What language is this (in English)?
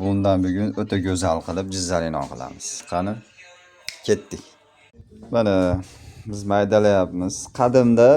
Uzbek